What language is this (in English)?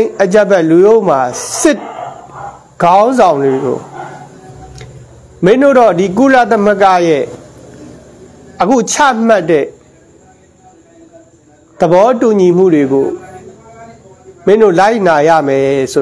Burmese